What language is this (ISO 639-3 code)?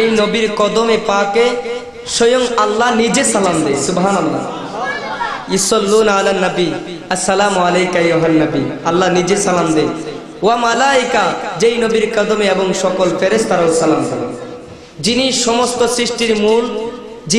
ben